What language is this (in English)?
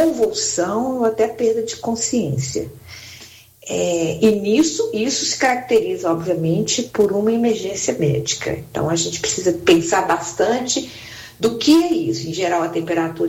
Portuguese